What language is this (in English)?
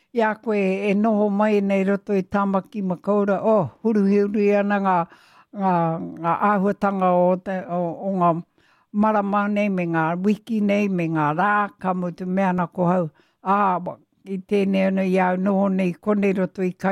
Māori